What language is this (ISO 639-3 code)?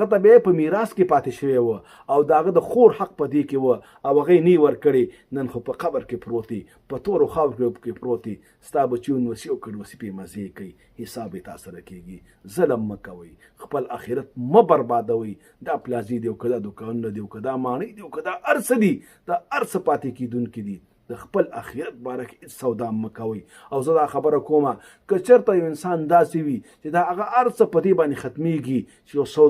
pus